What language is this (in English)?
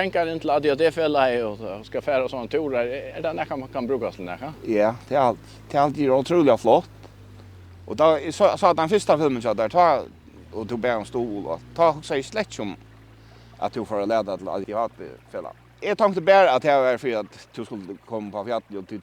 Faroese